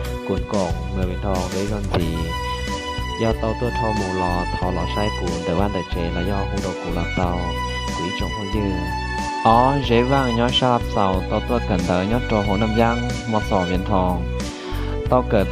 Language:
Hmong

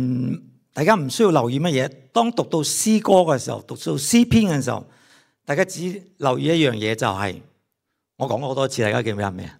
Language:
Cantonese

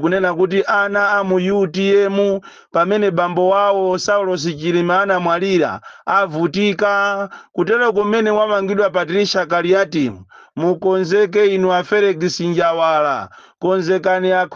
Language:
Nyanja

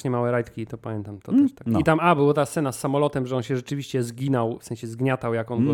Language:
Polish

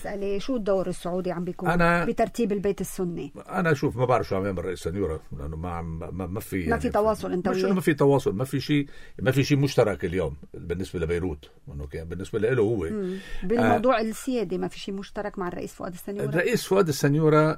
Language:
North Levantine Arabic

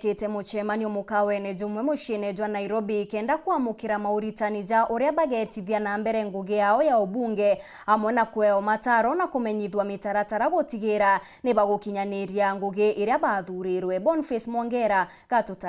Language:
Meru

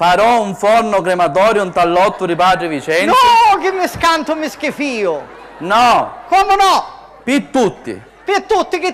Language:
Sicilian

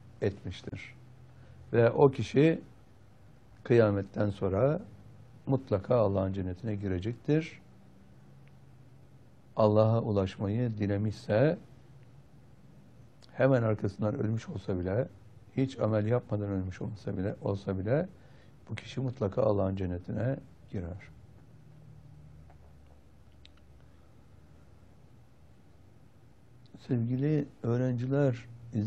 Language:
Turkish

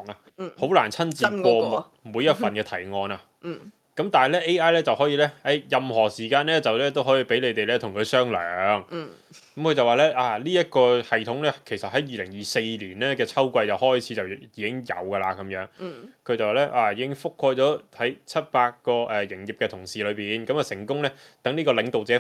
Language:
Cantonese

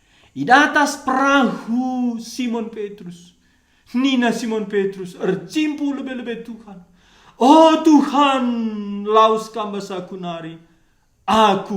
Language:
Batak Karo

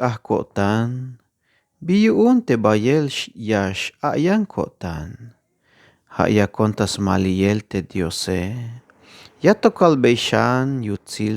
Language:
Tzeltal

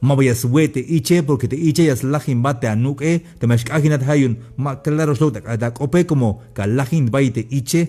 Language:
Tzeltal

